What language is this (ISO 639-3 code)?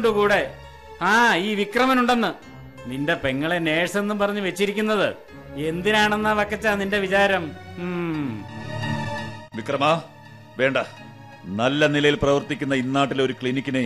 mal